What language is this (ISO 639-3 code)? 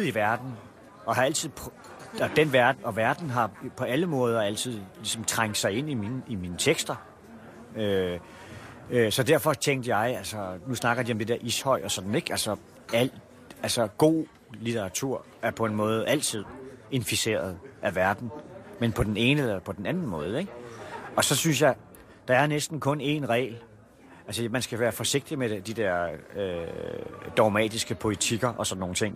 dan